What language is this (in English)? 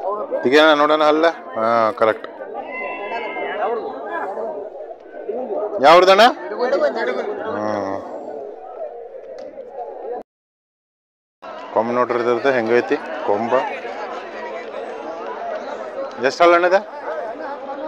Kannada